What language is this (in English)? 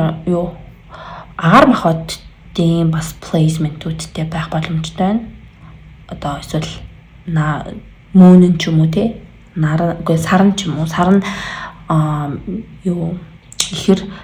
Mongolian